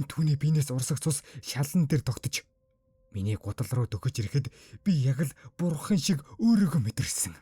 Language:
Mongolian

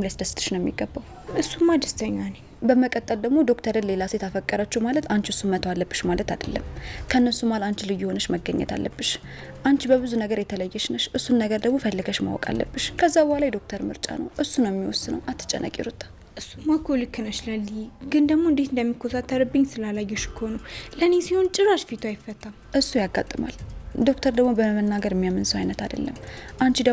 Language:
Amharic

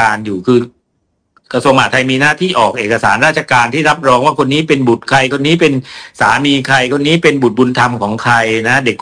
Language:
Thai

